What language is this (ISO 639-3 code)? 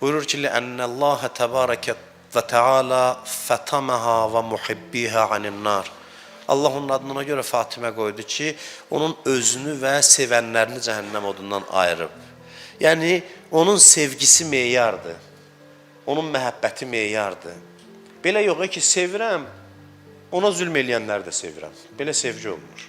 aze